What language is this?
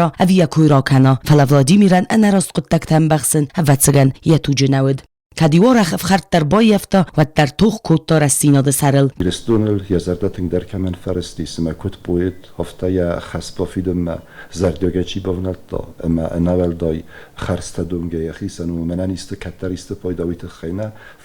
Ossetic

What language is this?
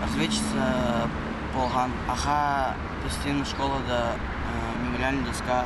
Khakas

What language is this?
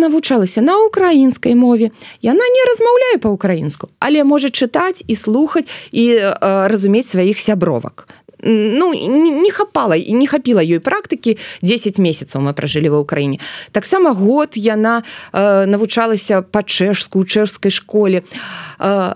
Belarusian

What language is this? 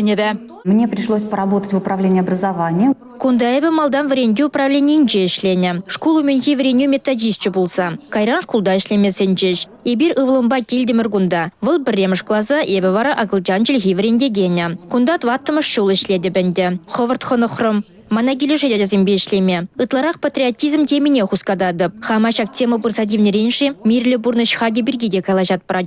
Chuvash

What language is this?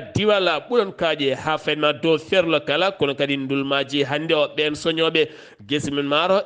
Fula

